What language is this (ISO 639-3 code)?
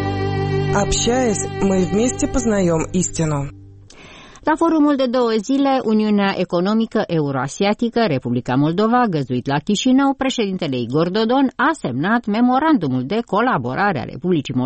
ron